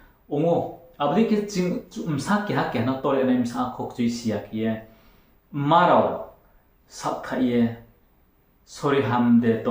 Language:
Riang (India)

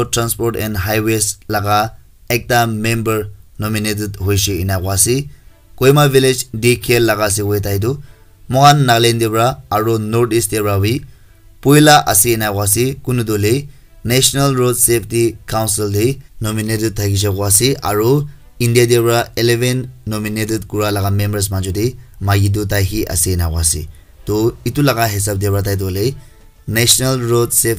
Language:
Naga Pidgin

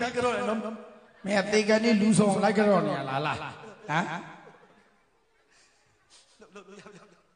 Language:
Burmese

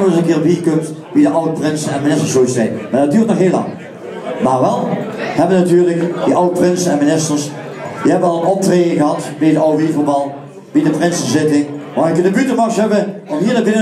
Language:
Limburgish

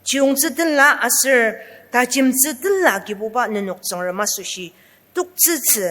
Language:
Ao Naga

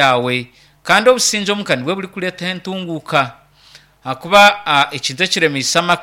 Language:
Nyankole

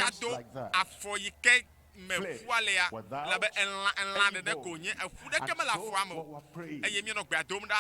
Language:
Ewe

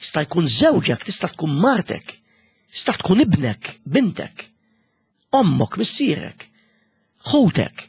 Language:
Maltese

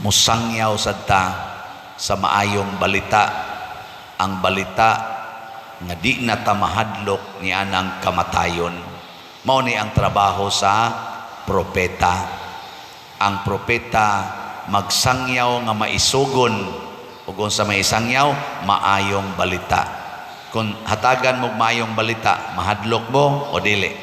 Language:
Cebuano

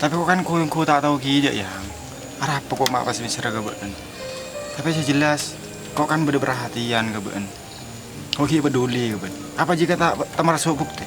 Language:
Madurese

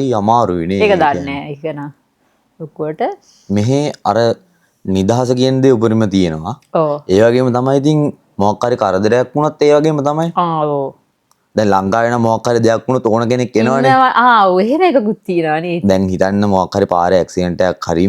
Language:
Sinhala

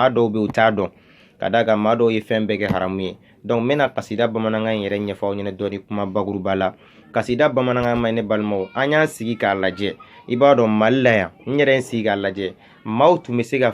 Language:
Bambara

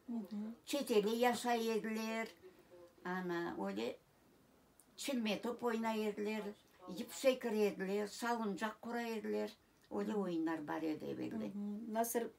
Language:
Crimean Tatar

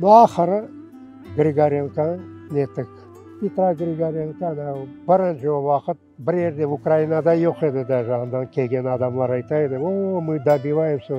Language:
Crimean Tatar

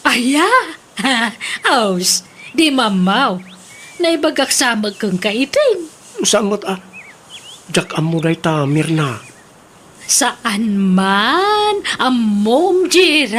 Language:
Iloko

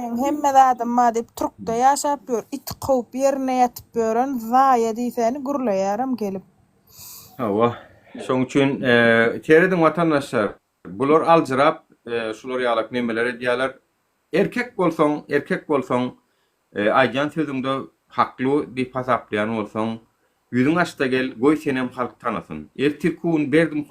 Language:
Turkmen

